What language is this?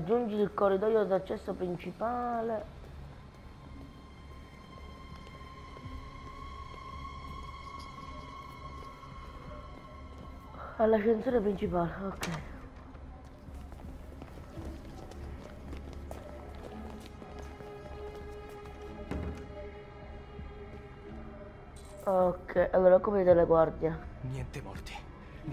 Italian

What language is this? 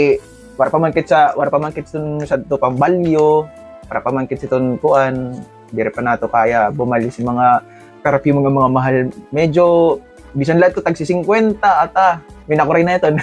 Waray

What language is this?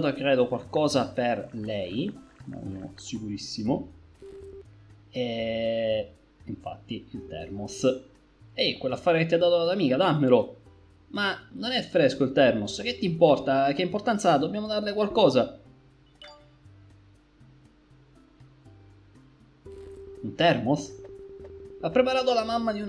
Italian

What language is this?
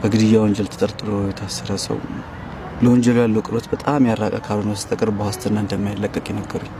Amharic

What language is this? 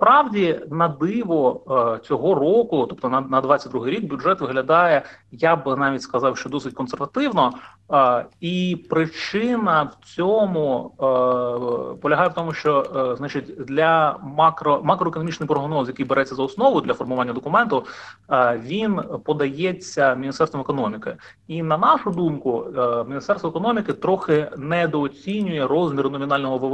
Ukrainian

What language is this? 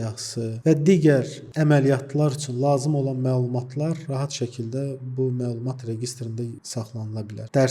Azerbaijani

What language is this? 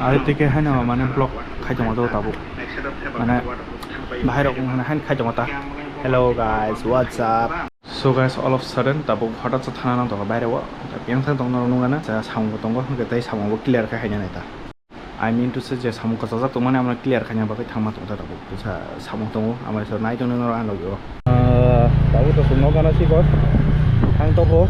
Kok Borok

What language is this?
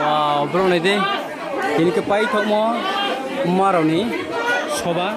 Riang (India)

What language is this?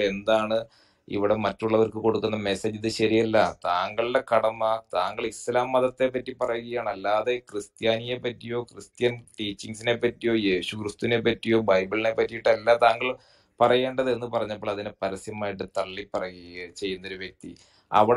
Malayalam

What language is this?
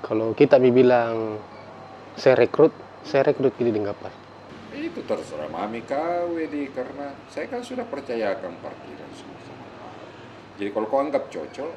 Makassar Malay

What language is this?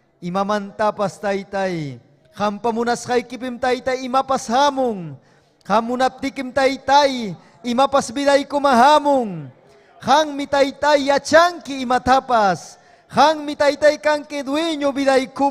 Ayacucho Quechua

